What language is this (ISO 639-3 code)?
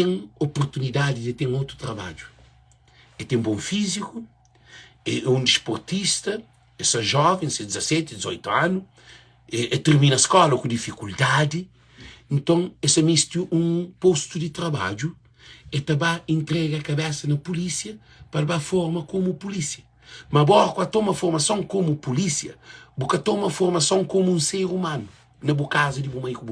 kea